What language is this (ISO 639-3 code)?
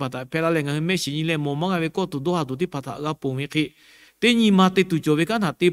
lhu